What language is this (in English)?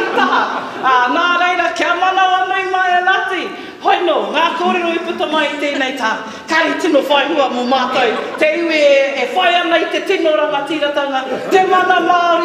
Māori